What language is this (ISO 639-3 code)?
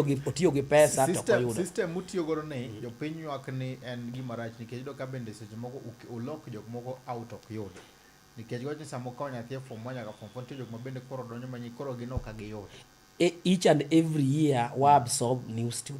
luo